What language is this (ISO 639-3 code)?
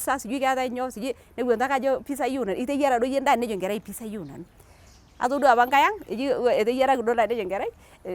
mas